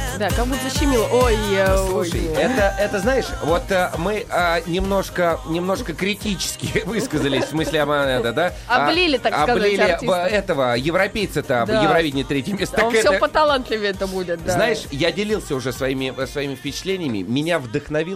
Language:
Russian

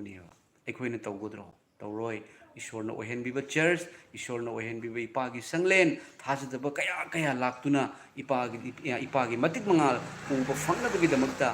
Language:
Manipuri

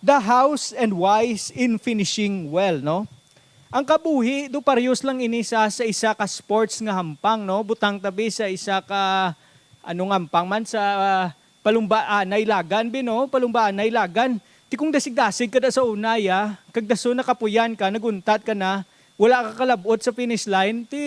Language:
Hiligaynon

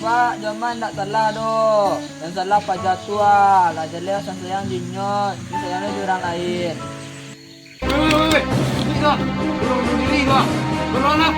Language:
Minangkabau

